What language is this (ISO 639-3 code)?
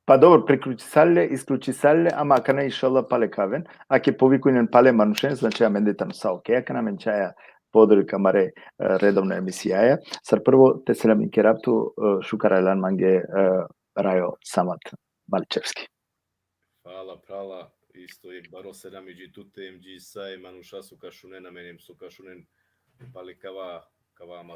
rmn